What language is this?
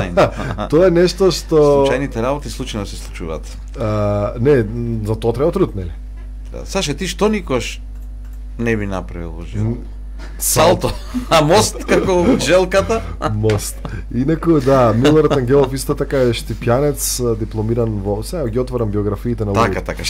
Macedonian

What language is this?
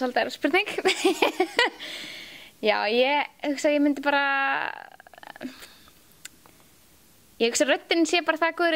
Icelandic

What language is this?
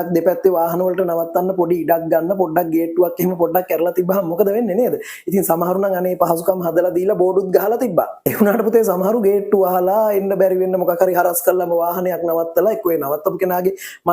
Sinhala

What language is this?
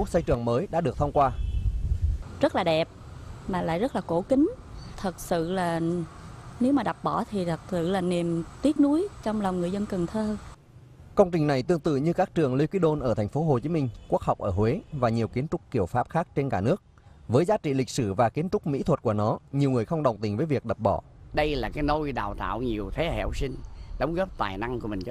Vietnamese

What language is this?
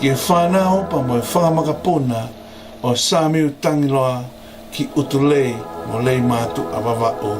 Tongan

